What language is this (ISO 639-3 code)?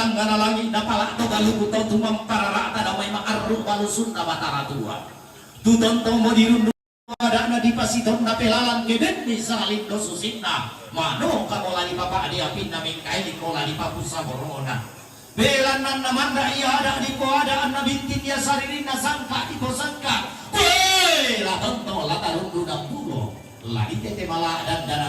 sda